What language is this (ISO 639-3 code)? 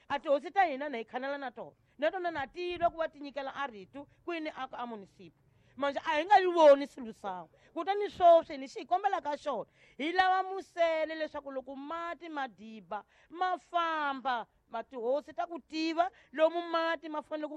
tso